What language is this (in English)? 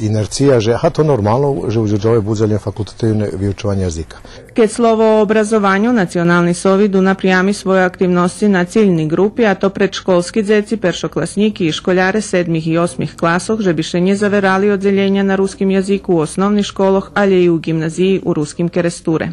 Rusyn